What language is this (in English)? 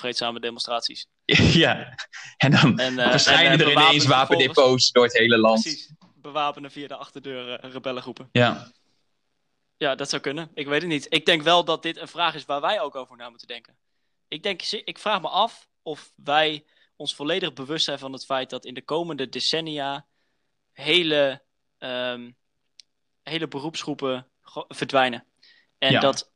Dutch